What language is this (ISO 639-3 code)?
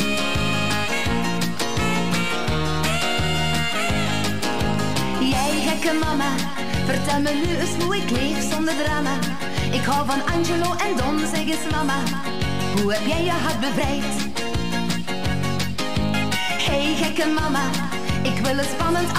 nld